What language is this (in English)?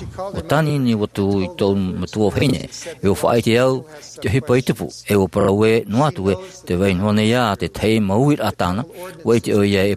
Tahitian